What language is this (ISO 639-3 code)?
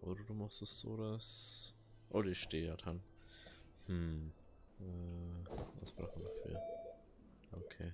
bar